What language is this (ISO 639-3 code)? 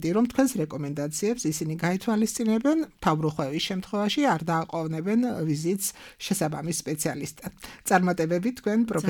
kat